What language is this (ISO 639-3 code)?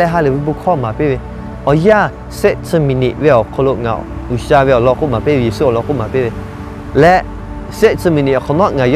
lhu